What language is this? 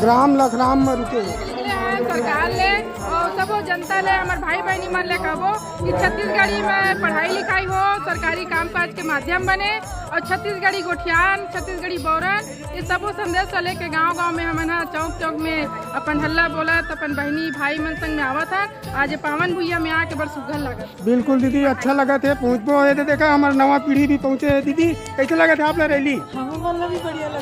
Chhattisgarhi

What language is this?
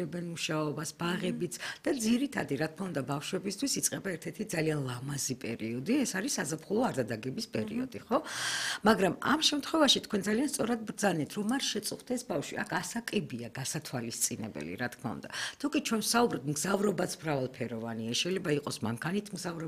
Georgian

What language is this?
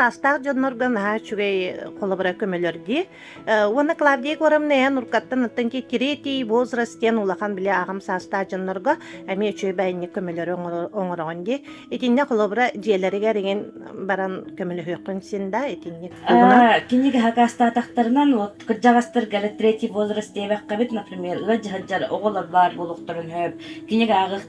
Yakut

